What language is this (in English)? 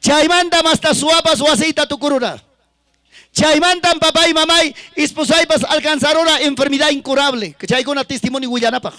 Ayacucho Quechua